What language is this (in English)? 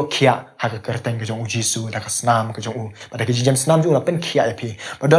Khasi